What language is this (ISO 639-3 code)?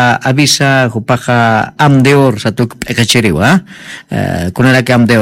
aym